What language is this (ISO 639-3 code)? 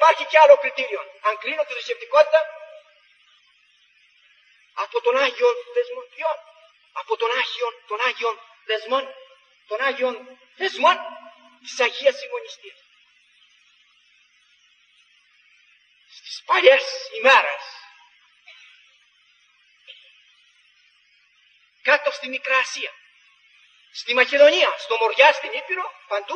ell